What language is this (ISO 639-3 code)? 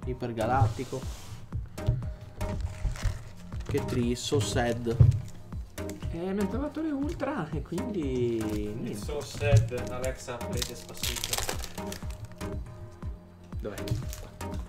ita